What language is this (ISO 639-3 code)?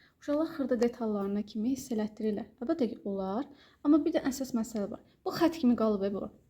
aze